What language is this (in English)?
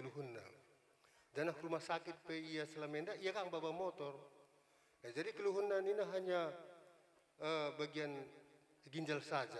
Batak Karo